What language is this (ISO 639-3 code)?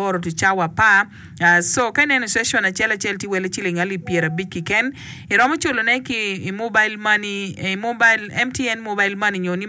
ach